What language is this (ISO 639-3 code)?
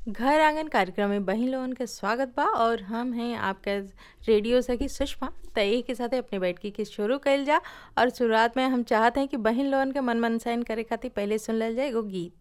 bho